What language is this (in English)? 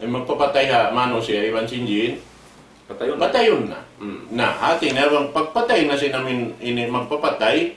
Tausug